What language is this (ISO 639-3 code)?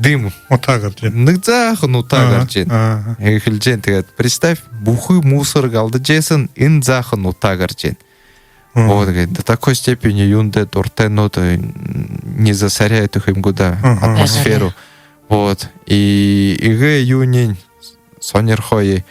bua